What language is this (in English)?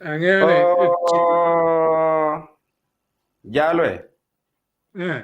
Acoli